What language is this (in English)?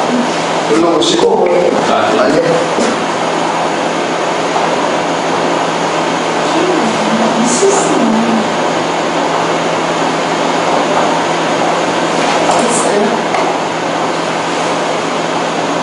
Korean